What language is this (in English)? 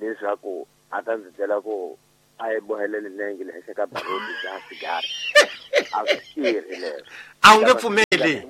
Tsonga